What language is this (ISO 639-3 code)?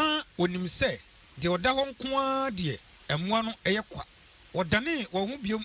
aka